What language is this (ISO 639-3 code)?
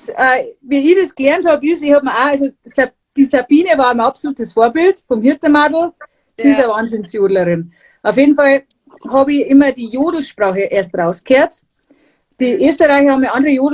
bar